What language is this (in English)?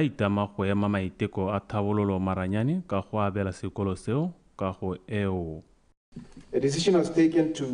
Tswana